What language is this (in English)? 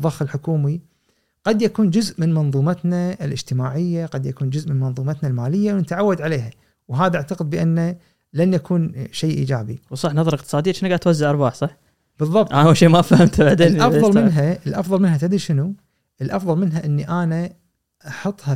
Gulf Arabic